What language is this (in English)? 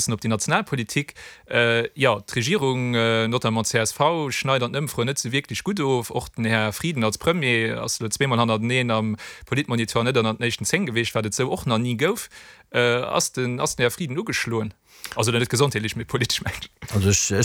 Luxembourgish